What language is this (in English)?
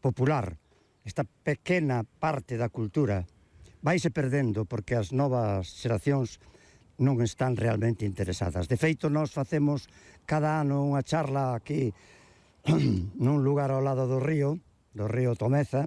Galician